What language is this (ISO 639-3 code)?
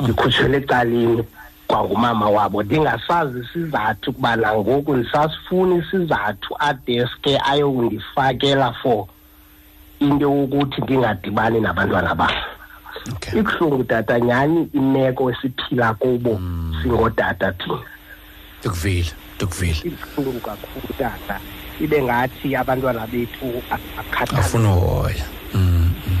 xho